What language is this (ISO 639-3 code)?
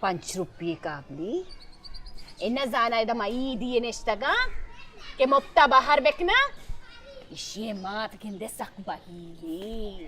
bal